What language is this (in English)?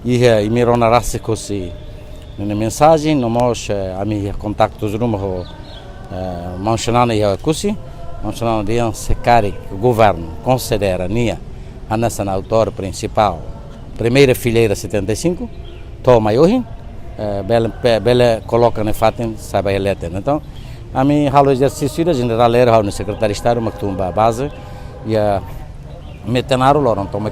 Tetum